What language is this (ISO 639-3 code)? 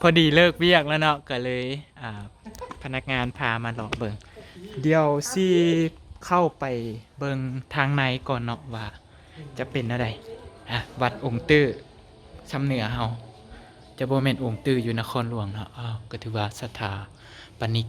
lao